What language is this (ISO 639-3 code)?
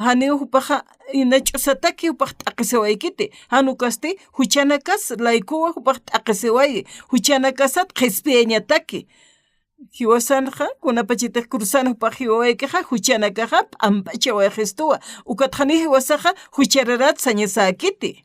aym